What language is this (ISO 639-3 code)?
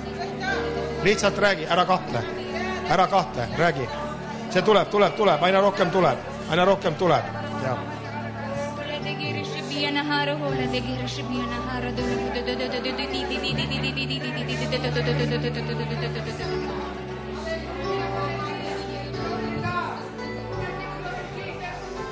est